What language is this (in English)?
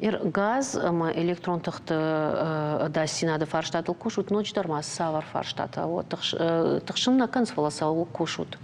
Ossetic